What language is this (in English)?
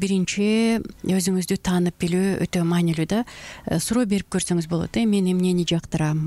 Kyrgyz